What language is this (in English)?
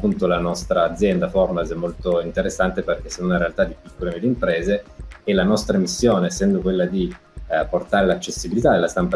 Italian